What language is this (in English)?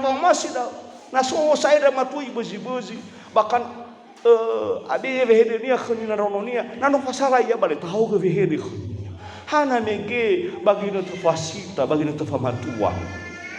Nias